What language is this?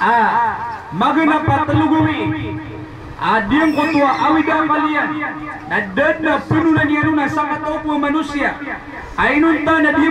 Maranao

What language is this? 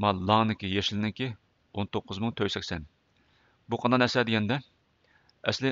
Uyghur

